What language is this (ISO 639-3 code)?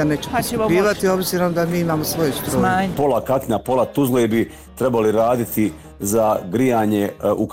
bos